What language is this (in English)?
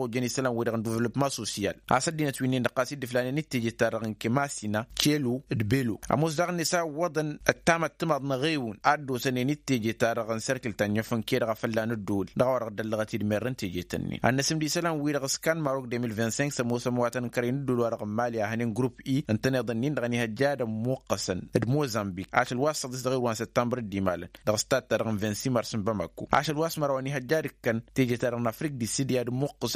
Tamasheq